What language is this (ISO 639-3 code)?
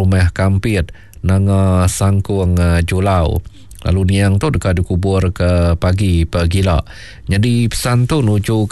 iba